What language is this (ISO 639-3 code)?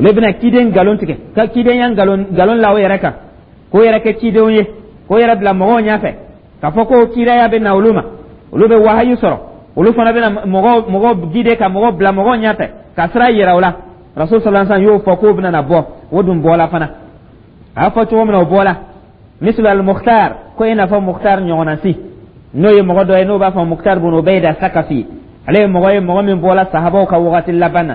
dyu